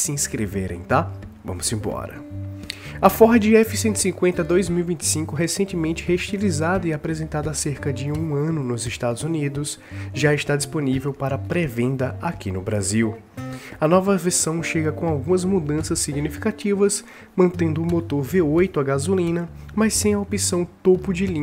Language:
Portuguese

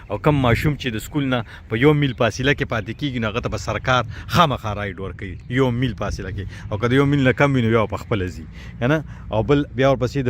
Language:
Pashto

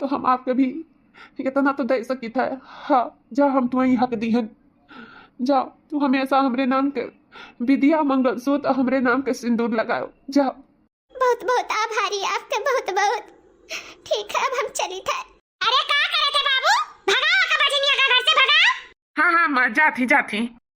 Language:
Awadhi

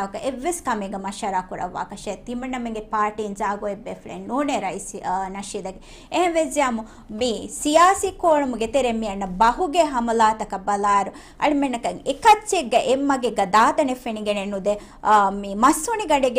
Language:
Divehi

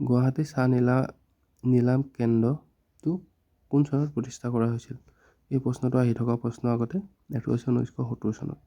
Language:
Assamese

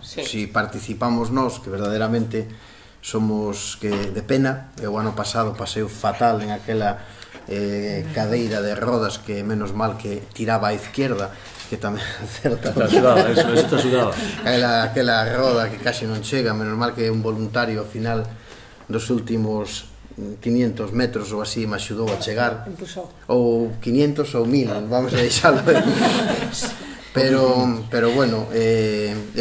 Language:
Galician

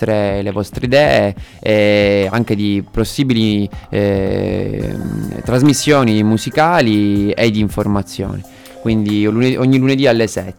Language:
Italian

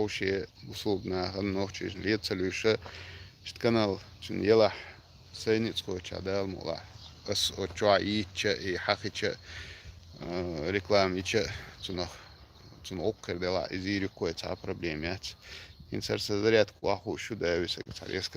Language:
Chechen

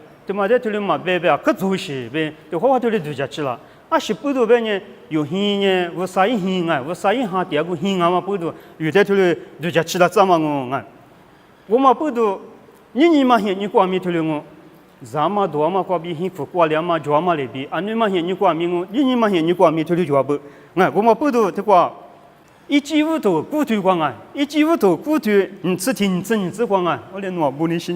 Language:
Lisu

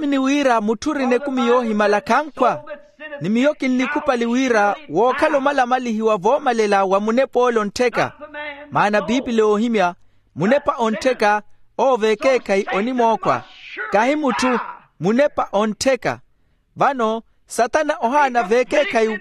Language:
Makhuwa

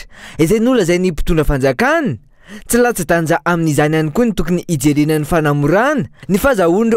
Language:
Malagasy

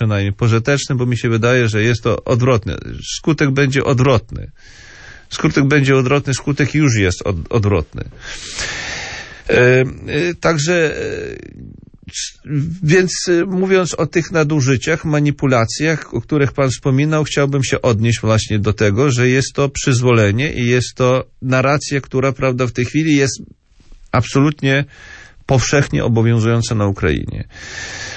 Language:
Polish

